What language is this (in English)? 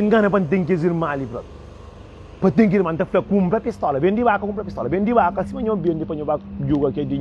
Kabuverdianu